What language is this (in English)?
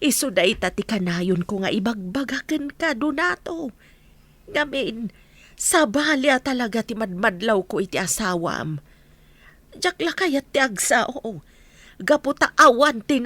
Iloko